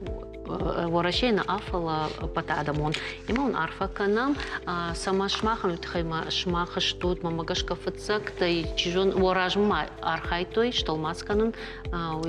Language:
Ossetic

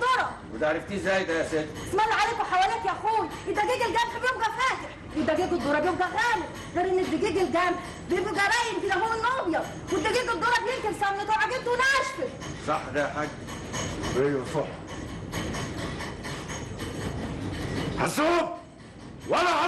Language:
Egyptian Arabic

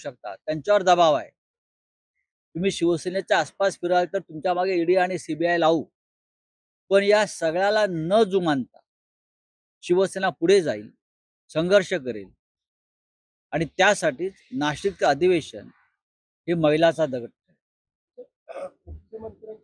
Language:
Marathi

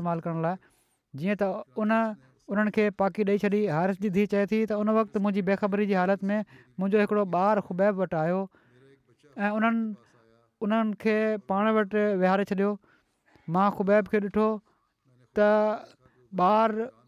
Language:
Sindhi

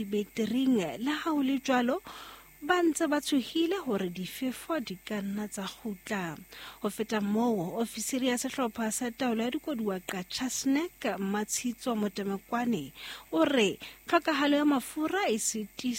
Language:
Southern Sotho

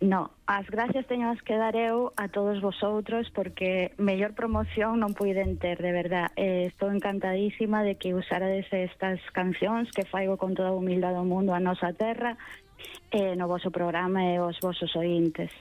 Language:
Galician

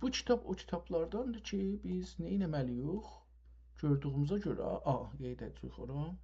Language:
South Azerbaijani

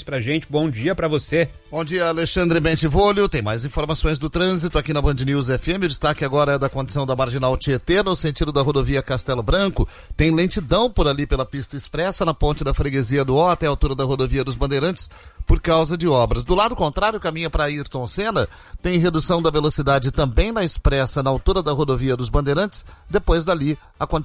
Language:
Portuguese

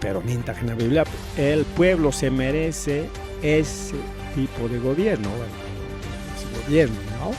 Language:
Ayacucho Quechua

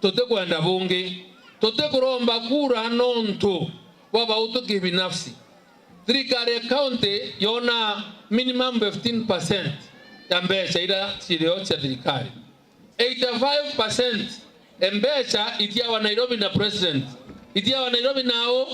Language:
Meru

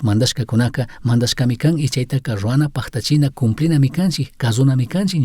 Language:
Chimborazo Highland Quichua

